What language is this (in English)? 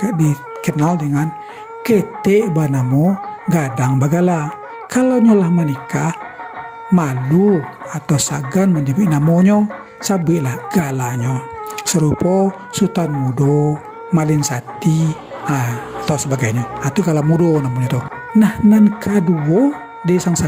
Minangkabau